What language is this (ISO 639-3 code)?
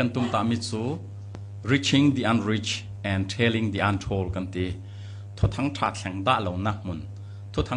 cfm